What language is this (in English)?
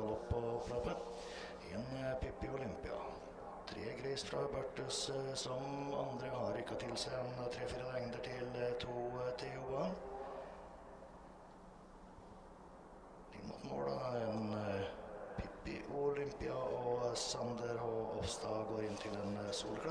Norwegian